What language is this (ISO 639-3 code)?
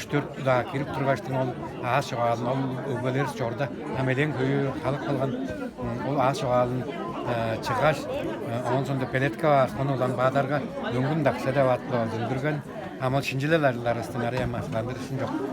tyv